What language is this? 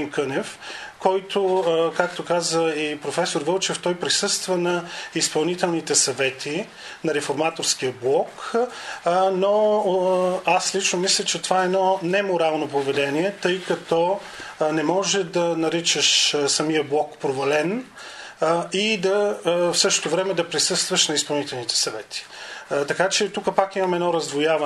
Bulgarian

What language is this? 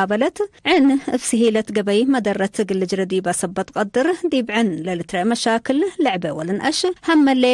Tigre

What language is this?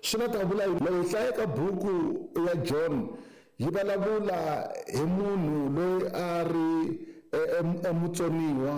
Tsonga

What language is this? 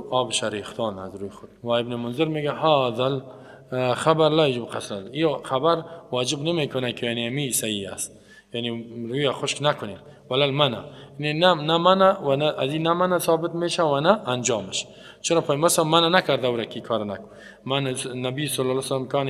Persian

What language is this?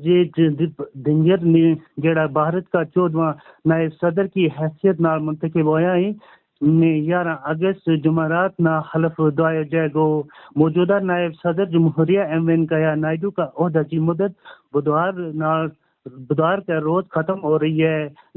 Gujari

